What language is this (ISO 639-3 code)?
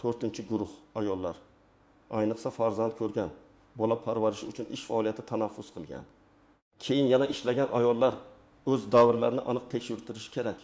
uzb